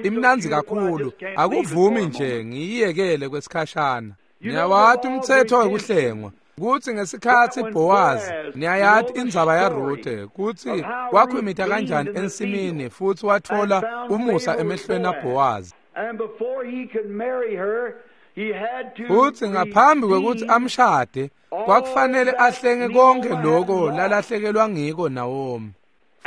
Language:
Swati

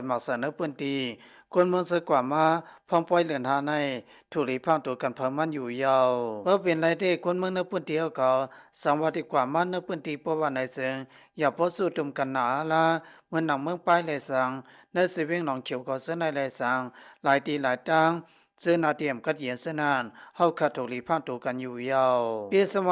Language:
Shan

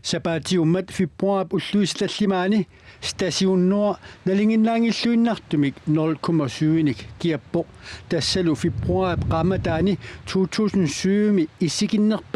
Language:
Kalaallisut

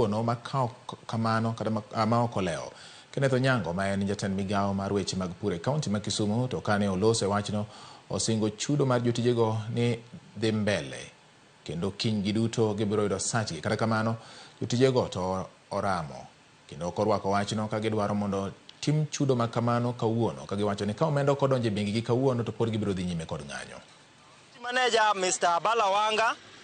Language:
Luo (Kenya and Tanzania)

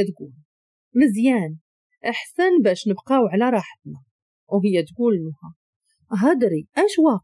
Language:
Moroccan Arabic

